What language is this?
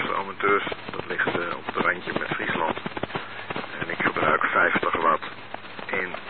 Dutch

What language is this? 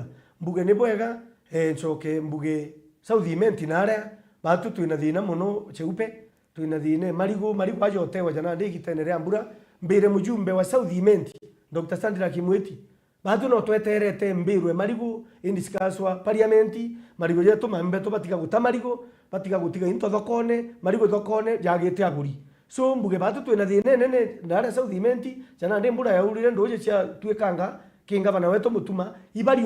Meru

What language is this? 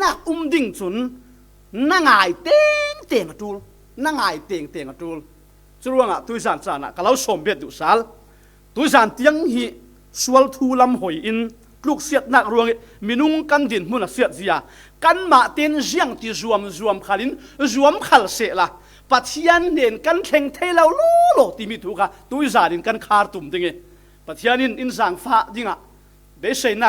Falam Chin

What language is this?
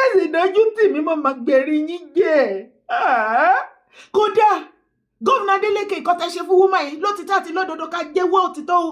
Yoruba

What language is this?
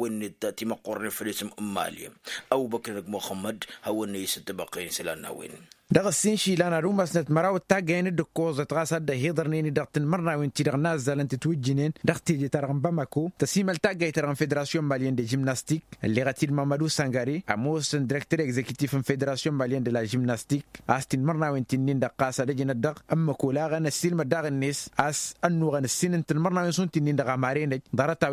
Tamasheq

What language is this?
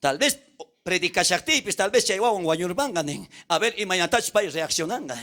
South Bolivian Quechua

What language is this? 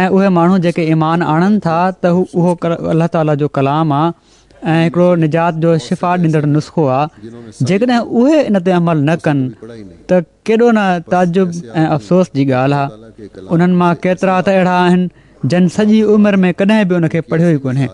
Sindhi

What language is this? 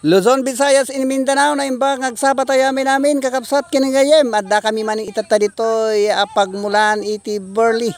Iloko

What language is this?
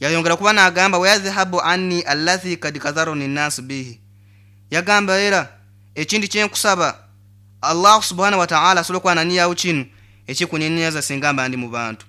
Nyoro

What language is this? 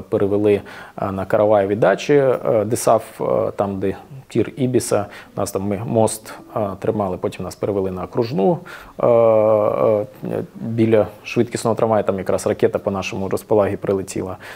Ukrainian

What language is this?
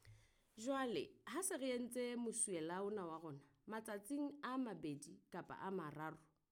Southern Sotho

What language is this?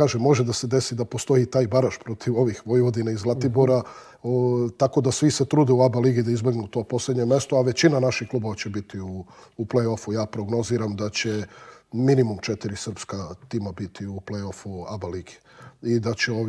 Serbian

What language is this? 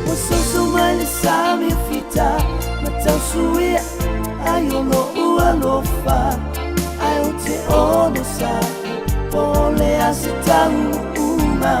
Samoan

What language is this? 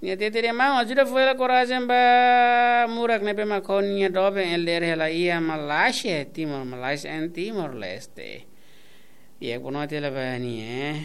Tetum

